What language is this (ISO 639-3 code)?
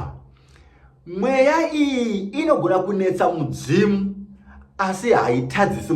sna